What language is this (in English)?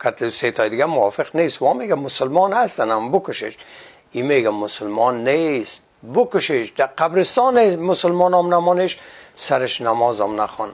Persian